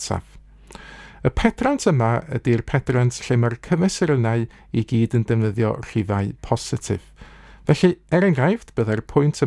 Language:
Welsh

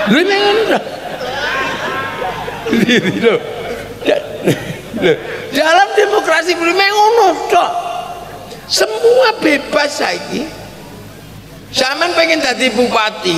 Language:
Javanese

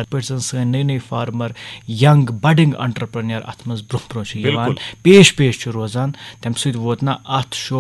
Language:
Kashmiri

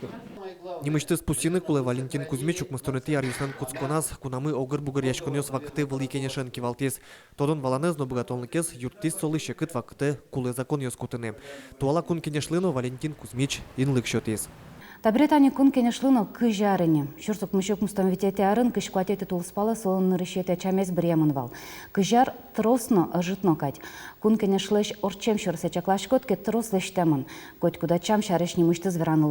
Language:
Udmurt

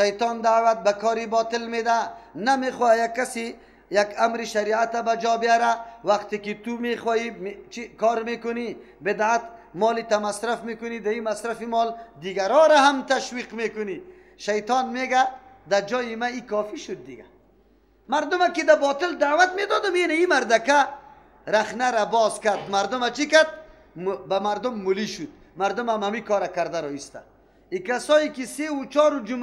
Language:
Persian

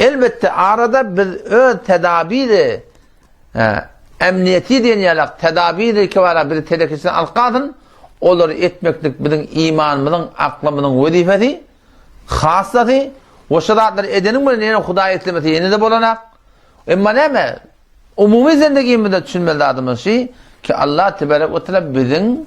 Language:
Turkmen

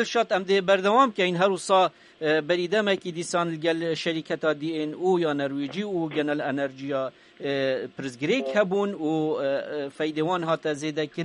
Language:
Kurdish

